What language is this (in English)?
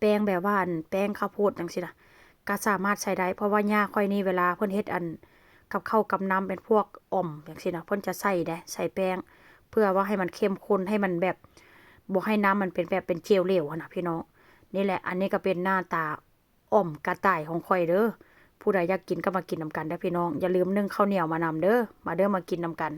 Lao